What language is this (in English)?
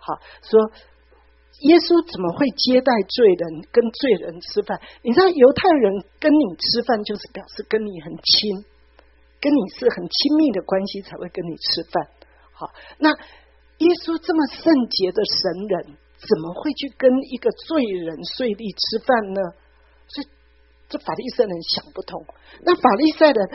Chinese